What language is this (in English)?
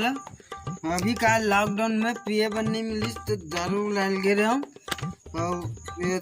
Chhattisgarhi